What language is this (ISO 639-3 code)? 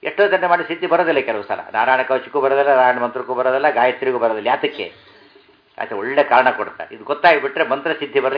kan